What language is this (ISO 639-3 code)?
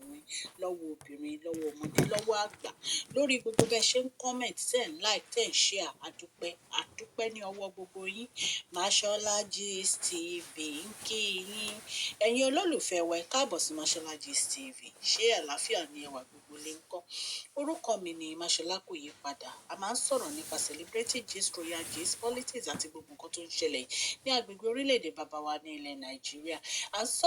yor